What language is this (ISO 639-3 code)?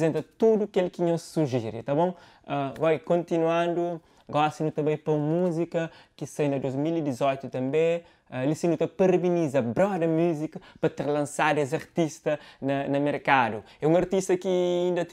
kea